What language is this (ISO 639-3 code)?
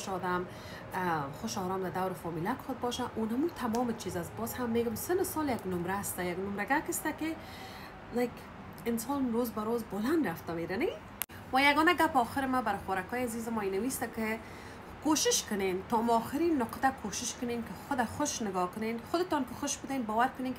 fas